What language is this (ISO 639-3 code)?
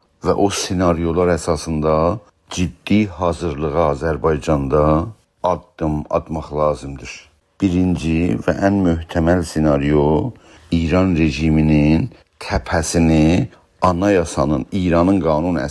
azb